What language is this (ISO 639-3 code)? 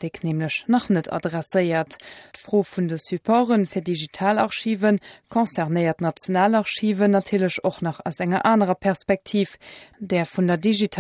ltz